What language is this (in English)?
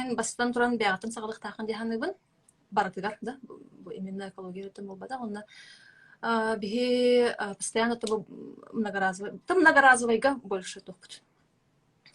Yakut